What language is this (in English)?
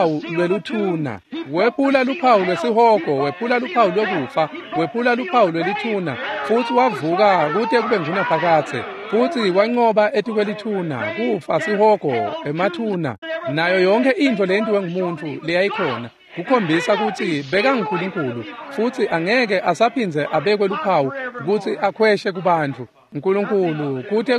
Swati